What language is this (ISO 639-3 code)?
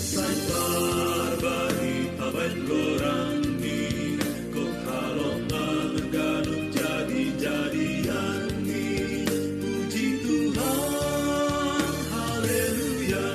bts